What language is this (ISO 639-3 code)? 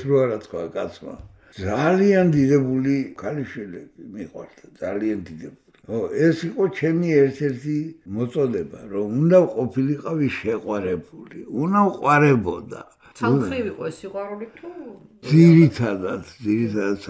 kat